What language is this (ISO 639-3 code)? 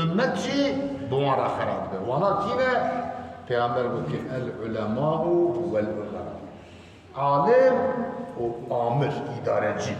kur